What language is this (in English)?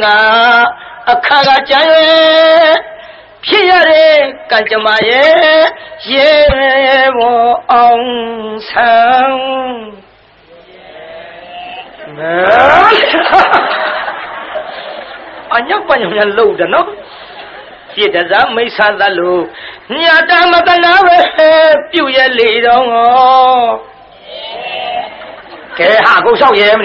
Burmese